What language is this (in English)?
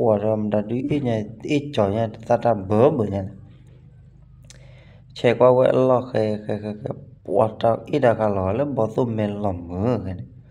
S'gaw Karen